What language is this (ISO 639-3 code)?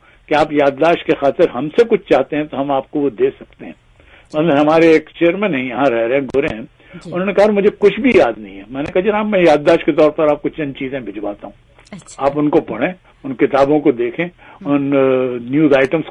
urd